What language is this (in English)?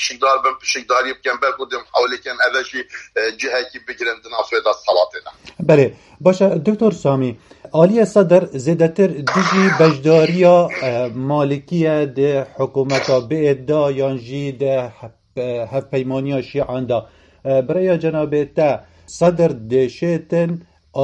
Kurdish